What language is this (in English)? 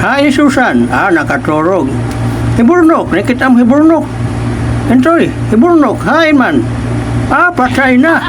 Waray